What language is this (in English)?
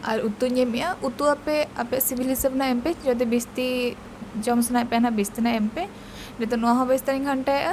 Santali